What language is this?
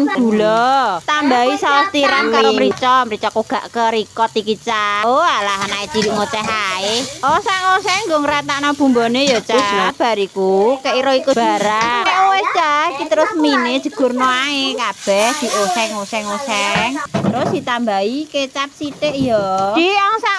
Javanese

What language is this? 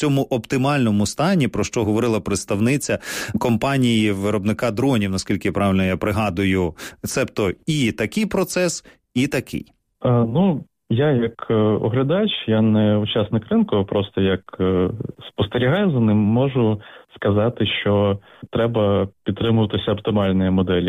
Ukrainian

